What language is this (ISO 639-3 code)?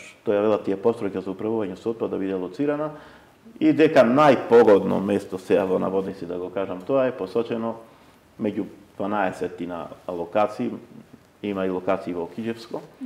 mkd